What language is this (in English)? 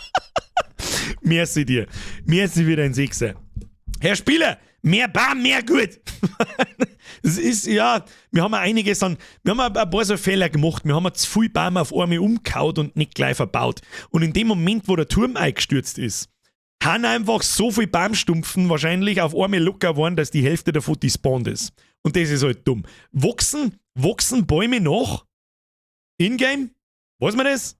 Bavarian